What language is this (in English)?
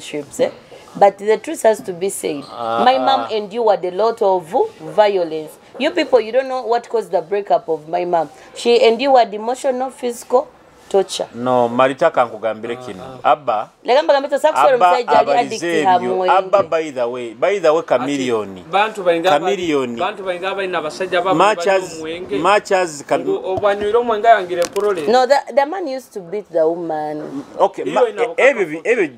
Nyoro